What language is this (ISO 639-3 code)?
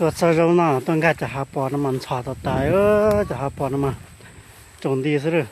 hmn